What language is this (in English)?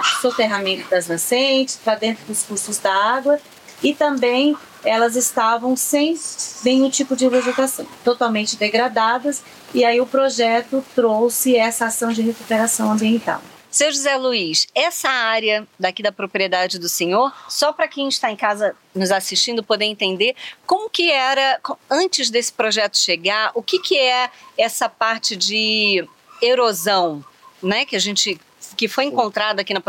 Portuguese